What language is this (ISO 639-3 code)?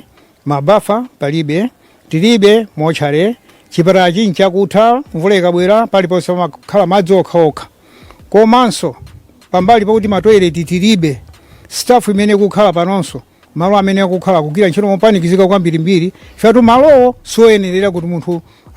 nya